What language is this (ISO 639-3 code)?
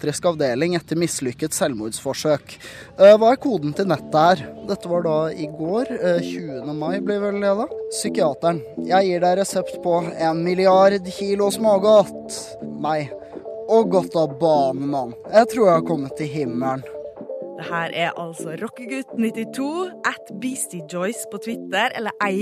nor